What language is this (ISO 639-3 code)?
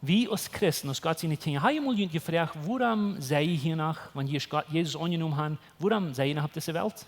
pdt